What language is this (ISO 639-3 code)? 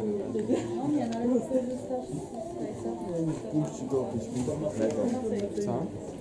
pol